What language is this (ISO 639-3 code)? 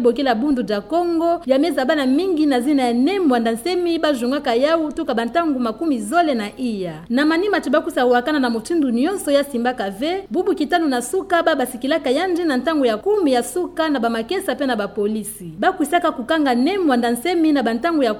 ktu